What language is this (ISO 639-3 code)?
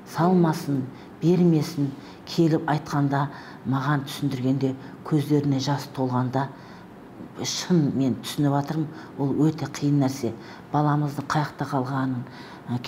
kaz